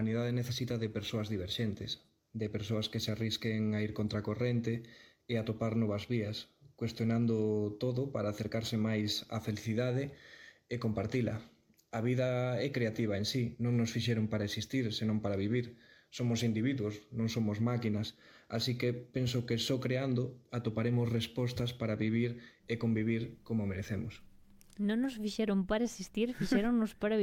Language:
Galician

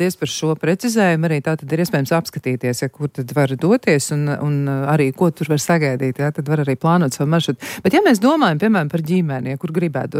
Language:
Latvian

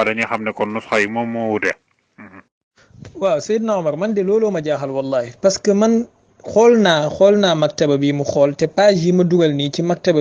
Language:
Wolof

